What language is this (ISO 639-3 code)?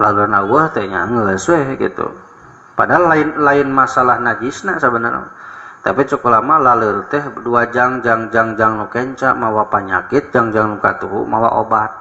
sun